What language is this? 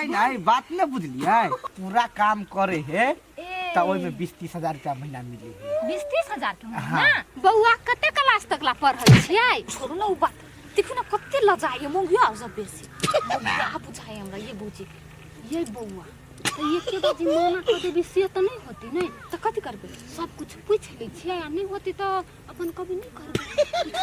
Maithili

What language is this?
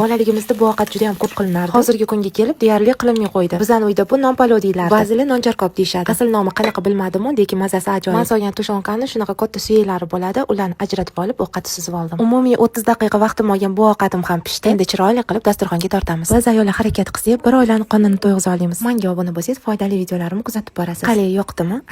Uzbek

